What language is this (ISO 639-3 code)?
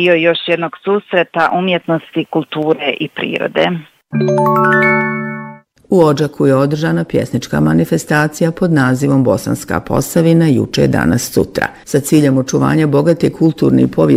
bos